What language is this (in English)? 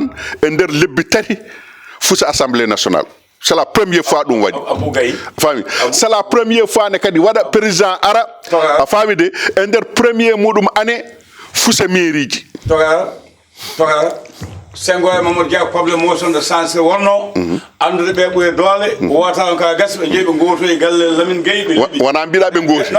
Fula